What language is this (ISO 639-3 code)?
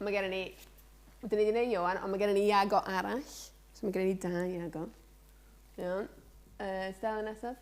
cym